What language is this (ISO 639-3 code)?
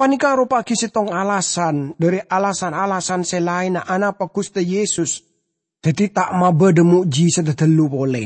mad